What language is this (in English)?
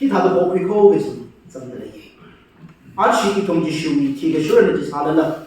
Tangkhul Naga (India)